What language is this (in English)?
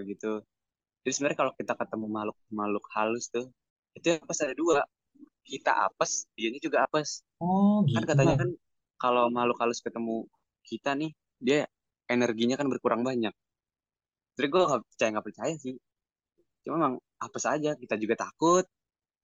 Indonesian